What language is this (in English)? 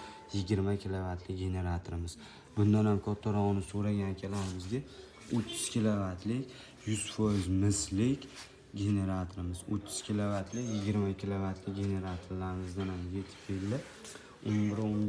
Uzbek